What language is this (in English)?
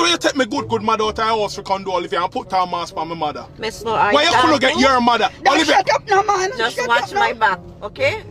Jamaican Creole English